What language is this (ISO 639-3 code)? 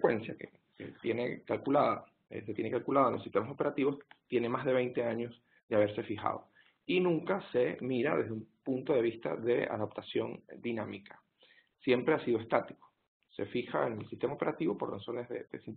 spa